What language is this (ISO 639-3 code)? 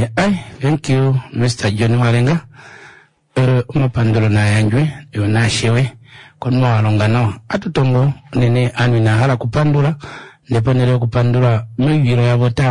kua